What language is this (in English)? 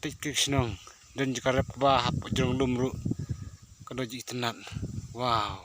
Khasi